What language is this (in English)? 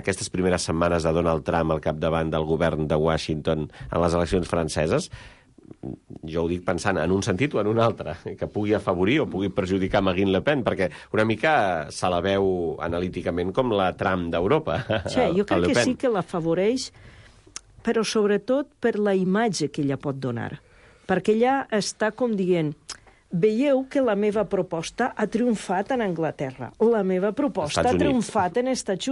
Catalan